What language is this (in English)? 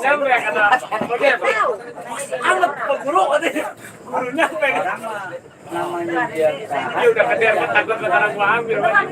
Betawi